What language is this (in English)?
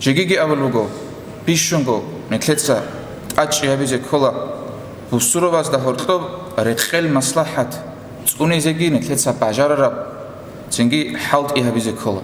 Avaric